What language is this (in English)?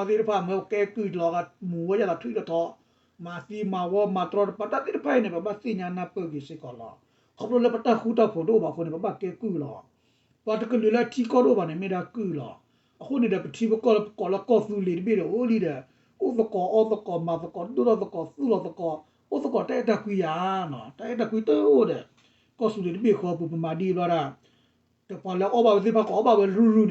S'gaw Karen